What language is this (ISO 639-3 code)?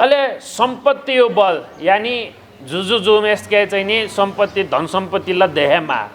new